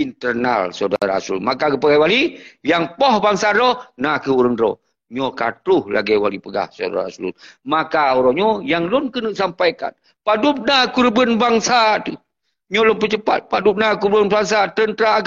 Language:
Achinese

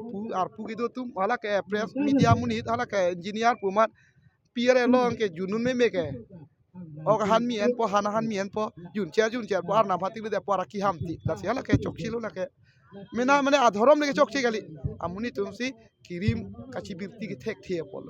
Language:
Karbi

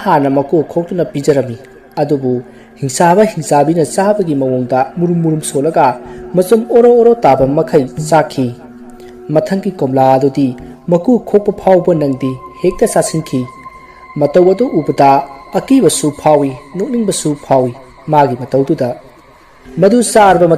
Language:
Manipuri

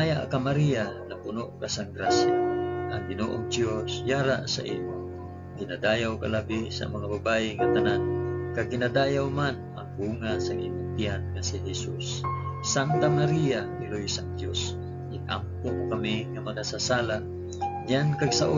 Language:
Hiligaynon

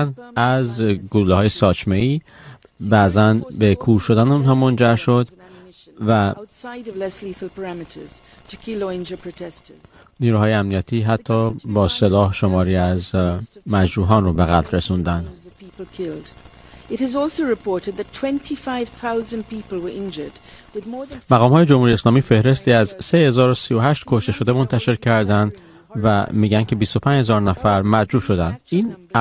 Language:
Persian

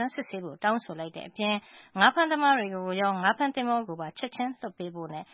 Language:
Burmese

